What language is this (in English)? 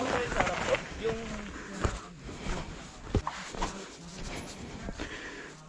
Filipino